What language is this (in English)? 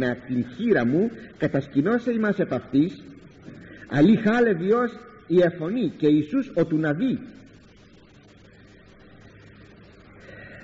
Greek